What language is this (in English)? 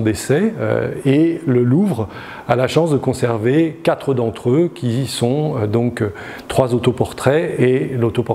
French